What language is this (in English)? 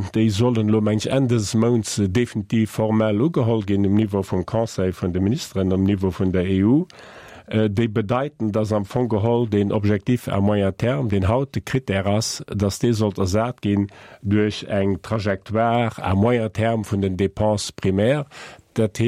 Luxembourgish